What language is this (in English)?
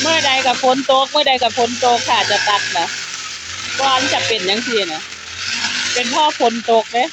Northeastern Thai